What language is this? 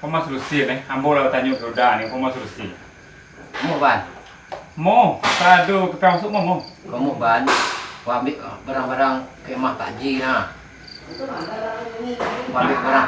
Minangkabau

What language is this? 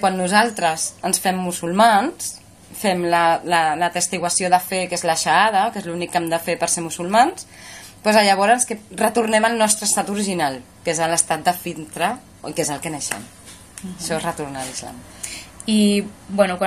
Catalan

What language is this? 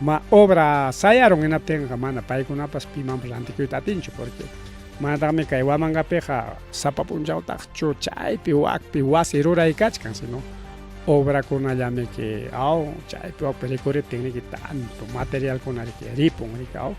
Ayacucho Quechua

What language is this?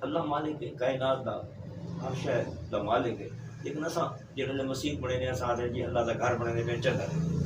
Saraiki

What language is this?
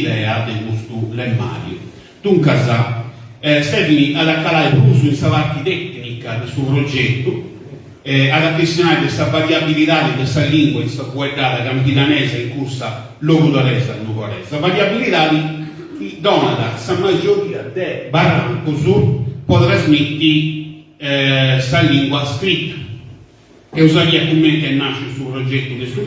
Sardinian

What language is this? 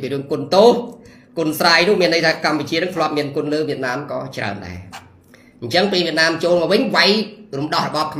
Khmer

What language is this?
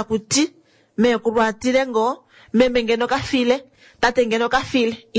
Kuanyama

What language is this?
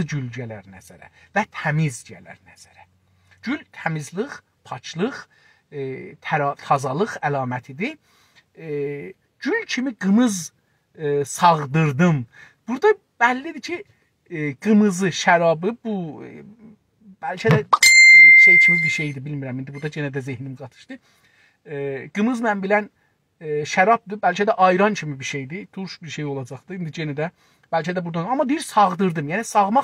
South Azerbaijani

